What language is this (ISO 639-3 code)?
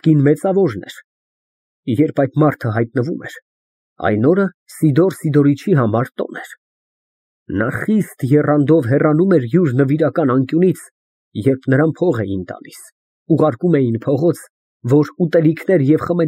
hye